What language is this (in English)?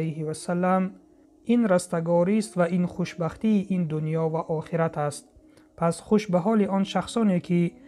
Tajik